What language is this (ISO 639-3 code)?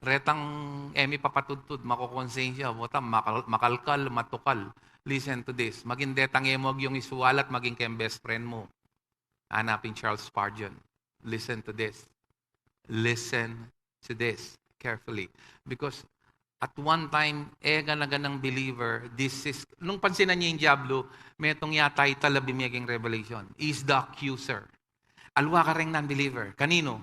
pam